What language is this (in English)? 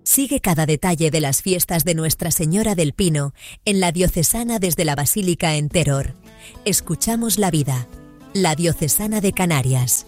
Spanish